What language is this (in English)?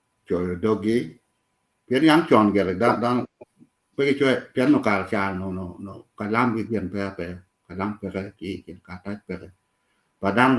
Acoli